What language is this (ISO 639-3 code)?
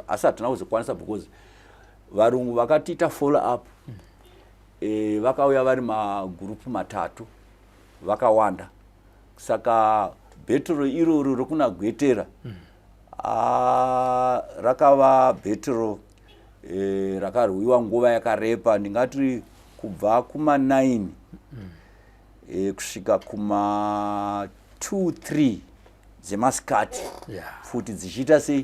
sna